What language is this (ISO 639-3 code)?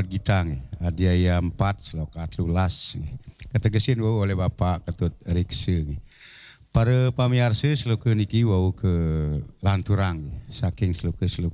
ban